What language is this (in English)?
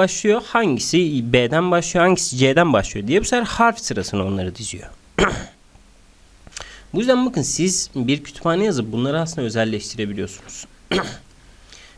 Turkish